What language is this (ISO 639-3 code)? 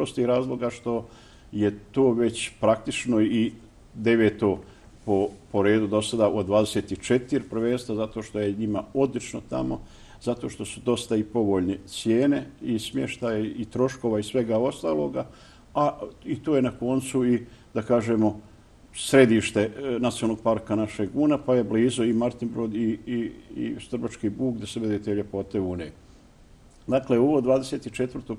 bos